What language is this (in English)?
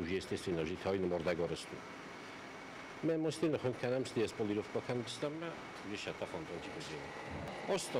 Ossetic